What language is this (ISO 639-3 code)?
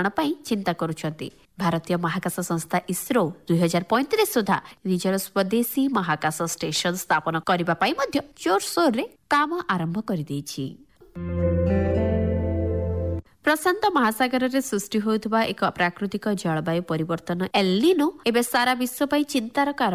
ori